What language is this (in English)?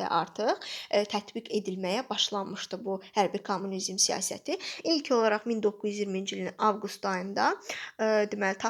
Azerbaijani